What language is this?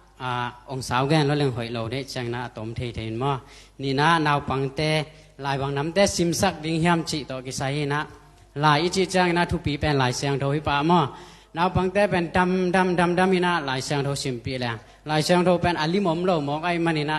Tedim Chin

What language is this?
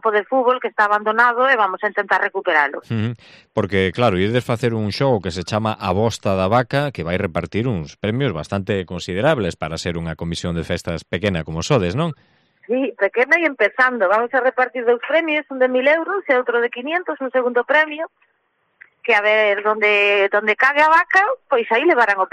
Galician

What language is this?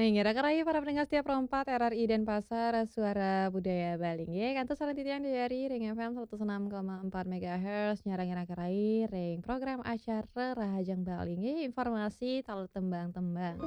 Balinese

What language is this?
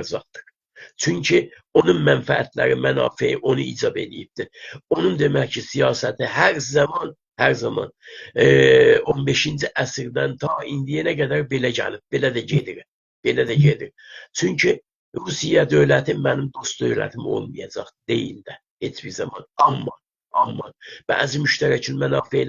South Azerbaijani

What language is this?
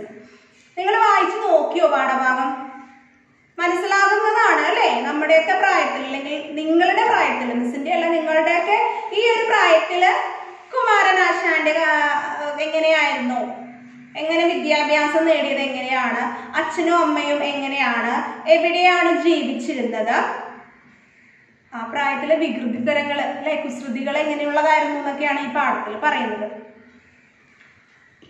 Malayalam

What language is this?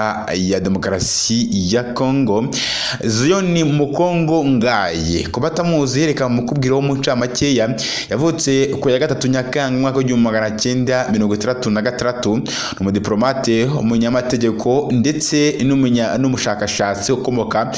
Kinyarwanda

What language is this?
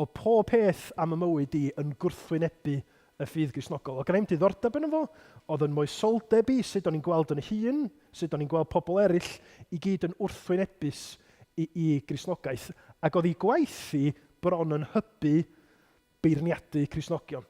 Welsh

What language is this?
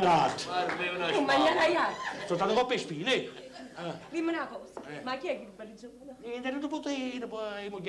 Neapolitan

